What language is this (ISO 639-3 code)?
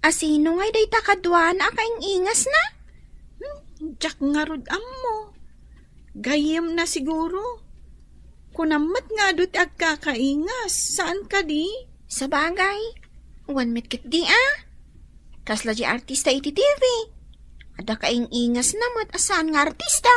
ilo